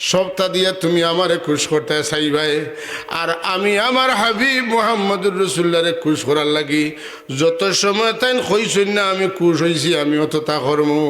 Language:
Sylheti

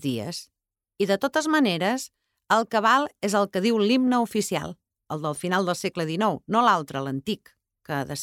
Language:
Catalan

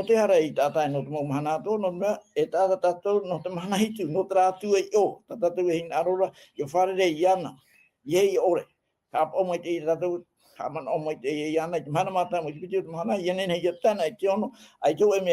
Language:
Tahitian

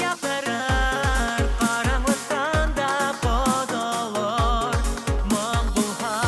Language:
Bashkir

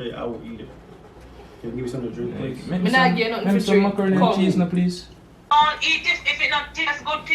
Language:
Jamaican Creole English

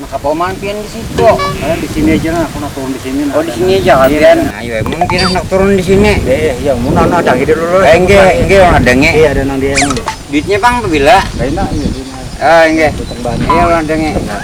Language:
Banjar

